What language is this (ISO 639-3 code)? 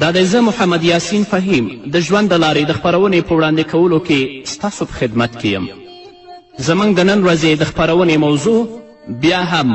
pus